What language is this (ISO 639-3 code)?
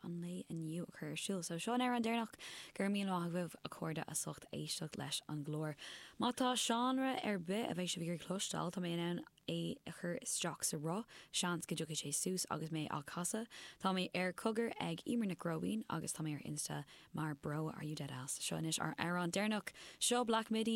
gle